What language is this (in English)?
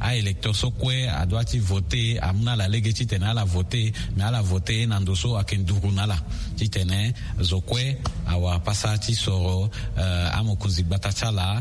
Sango